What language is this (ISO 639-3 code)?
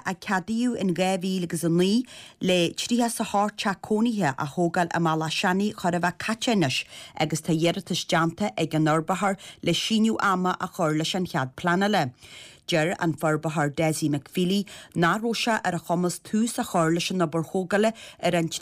gle